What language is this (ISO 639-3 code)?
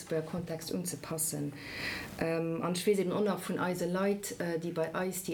ltz